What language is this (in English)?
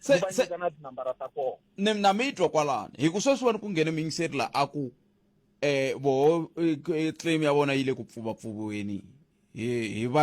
Tsonga